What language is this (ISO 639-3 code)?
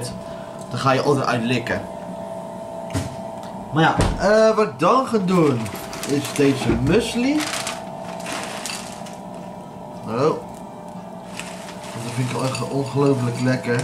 nld